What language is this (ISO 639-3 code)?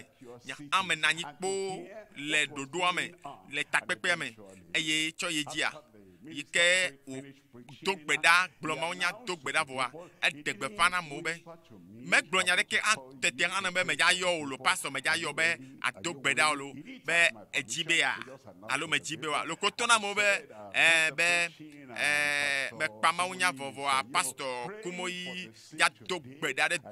ewe